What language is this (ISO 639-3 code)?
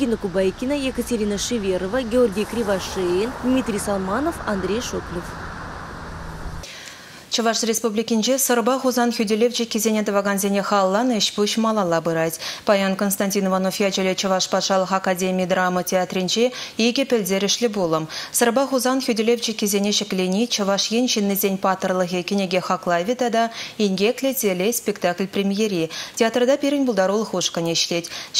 chv